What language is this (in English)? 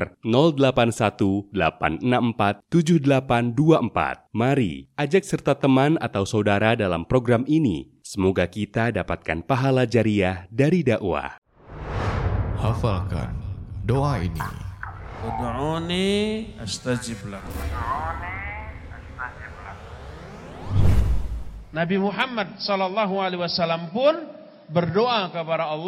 Indonesian